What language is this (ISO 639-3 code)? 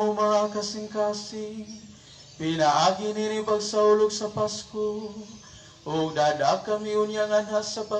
ceb